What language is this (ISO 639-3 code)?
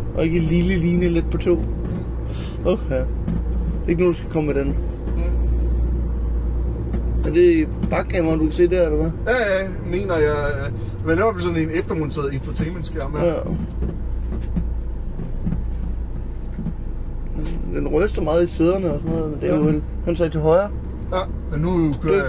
dan